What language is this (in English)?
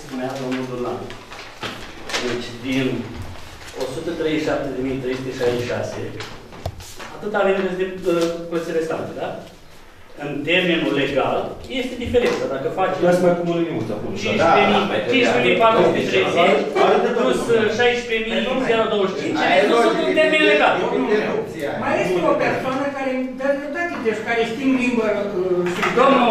Romanian